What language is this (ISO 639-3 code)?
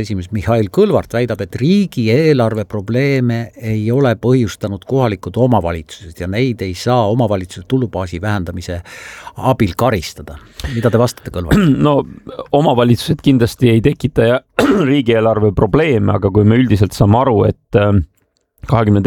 est